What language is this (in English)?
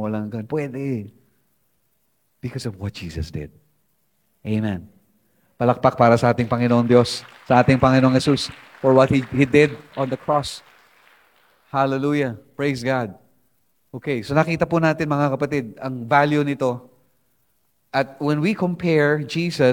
Filipino